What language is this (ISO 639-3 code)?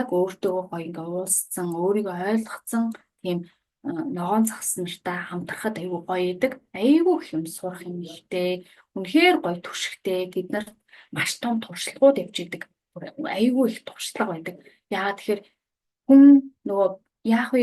mon